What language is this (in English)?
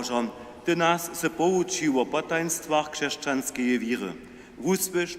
Upper Sorbian